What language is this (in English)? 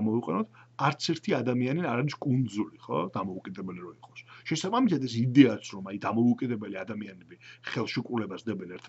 Georgian